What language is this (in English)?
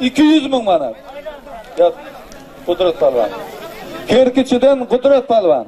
Turkmen